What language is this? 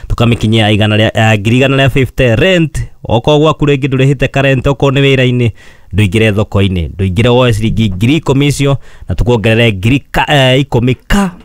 Kikuyu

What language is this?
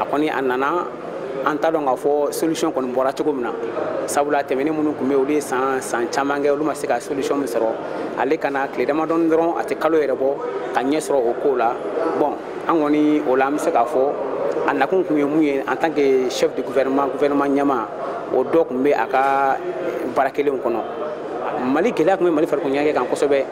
Bambara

